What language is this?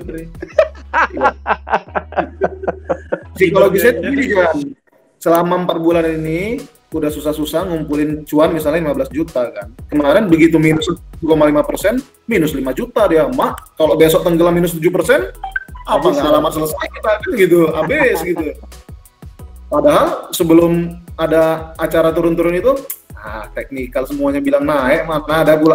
Indonesian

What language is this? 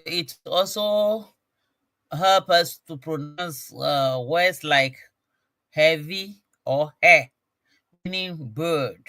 Ewe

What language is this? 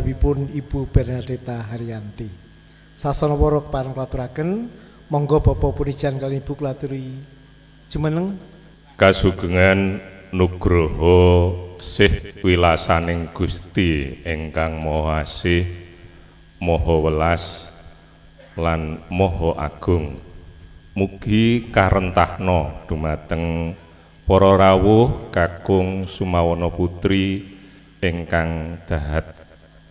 Javanese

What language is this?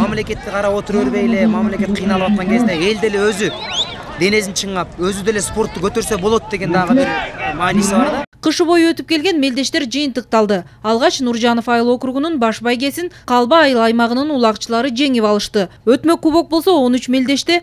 Kyrgyz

